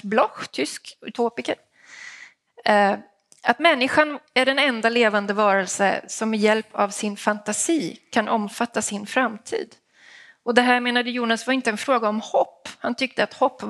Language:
Swedish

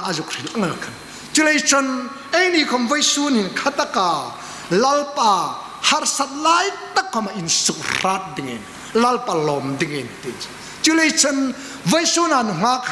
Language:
Hmar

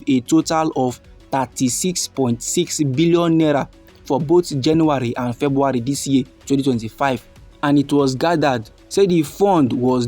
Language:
Nigerian Pidgin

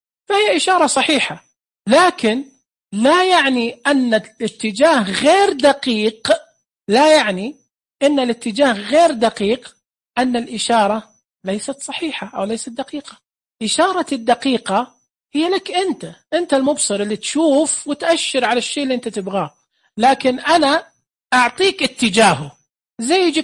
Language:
Najdi Arabic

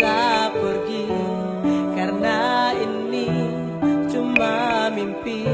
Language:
Ambonese Malay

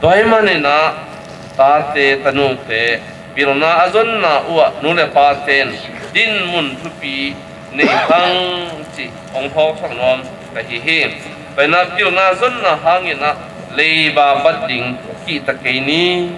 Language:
Tedim Chin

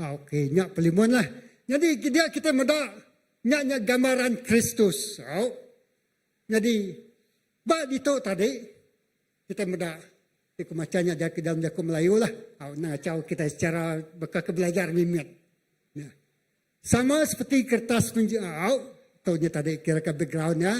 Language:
Iban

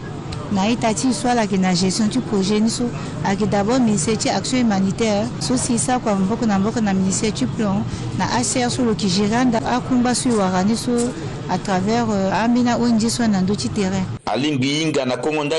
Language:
Sango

